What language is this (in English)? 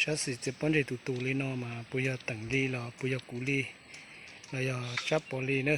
Hmong